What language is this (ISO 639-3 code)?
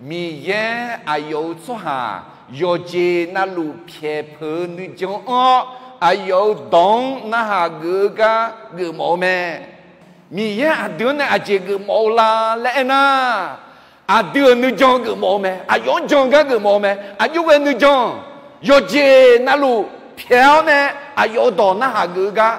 ahk